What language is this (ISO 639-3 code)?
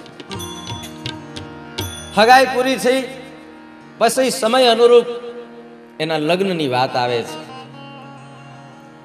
guj